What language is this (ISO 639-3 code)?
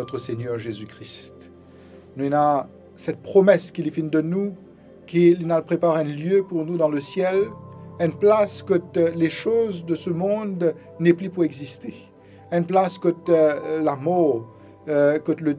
mfe